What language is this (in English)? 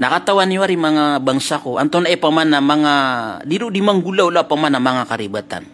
Maranao